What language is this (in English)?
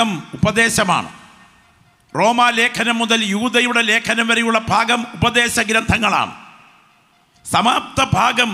Malayalam